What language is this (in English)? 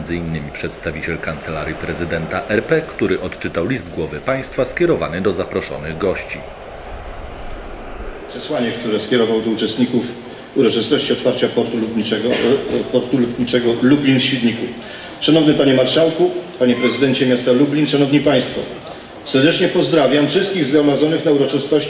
Polish